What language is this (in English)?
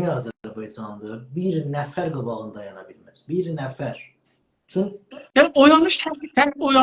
South Azerbaijani